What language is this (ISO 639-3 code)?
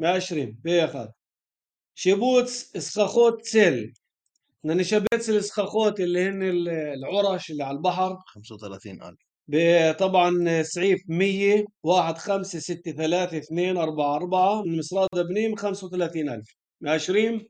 apc